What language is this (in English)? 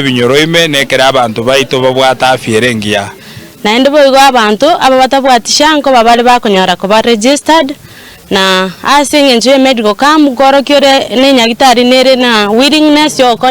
Gusii